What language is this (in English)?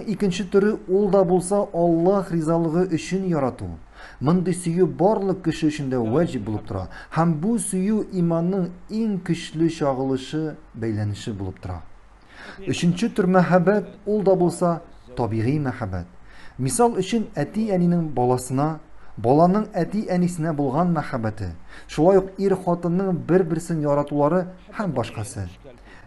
Tatar